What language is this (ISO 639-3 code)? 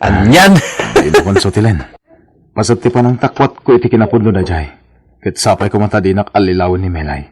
ilo